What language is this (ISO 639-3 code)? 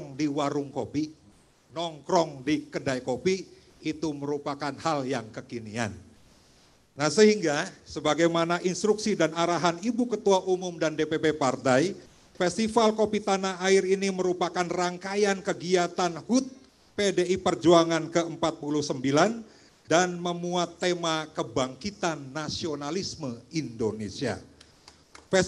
ind